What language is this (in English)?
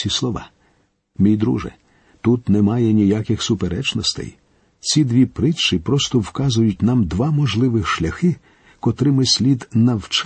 Ukrainian